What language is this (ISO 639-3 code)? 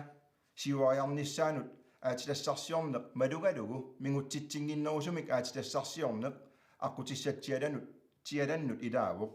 kal